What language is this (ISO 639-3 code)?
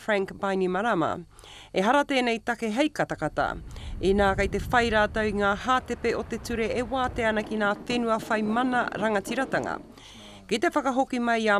mri